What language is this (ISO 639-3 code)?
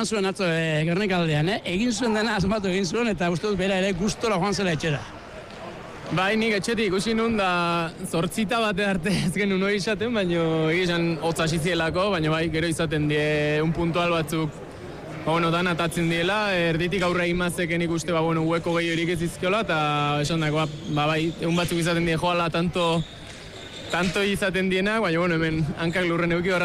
eus